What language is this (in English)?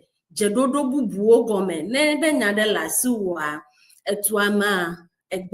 Ewe